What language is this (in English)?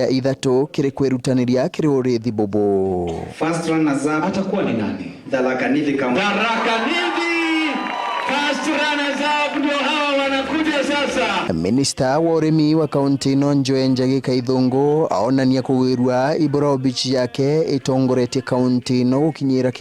Meru